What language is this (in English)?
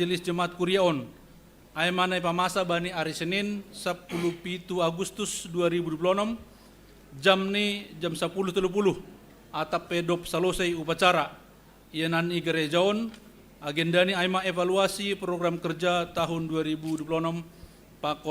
Batak Simalungun